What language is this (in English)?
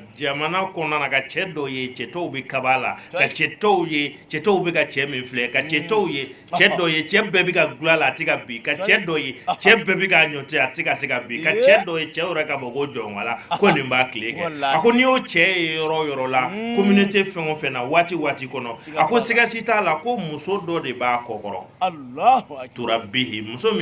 Bambara